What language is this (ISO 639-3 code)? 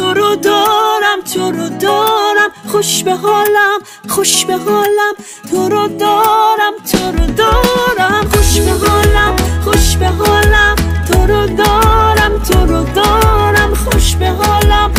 fas